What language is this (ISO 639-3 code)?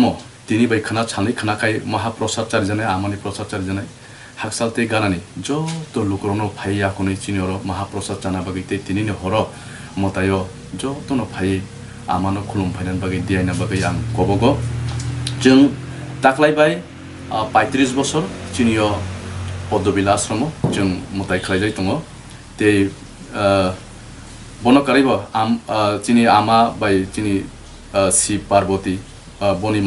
trp